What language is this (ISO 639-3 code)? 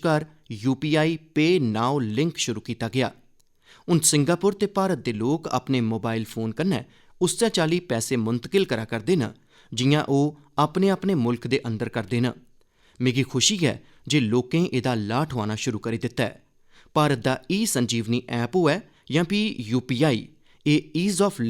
doi